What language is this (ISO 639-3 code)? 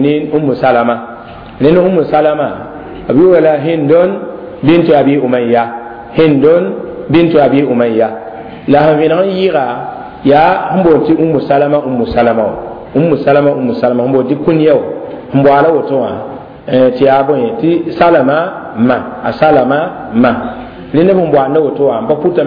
mos